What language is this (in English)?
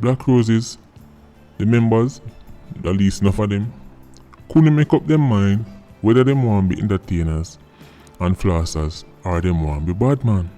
Jamaican Creole English